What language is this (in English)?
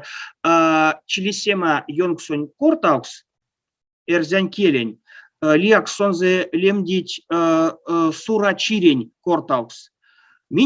Erzya